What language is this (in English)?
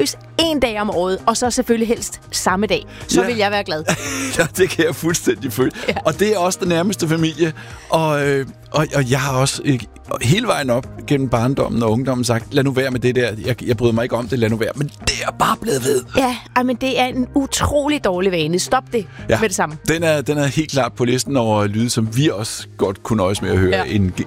Danish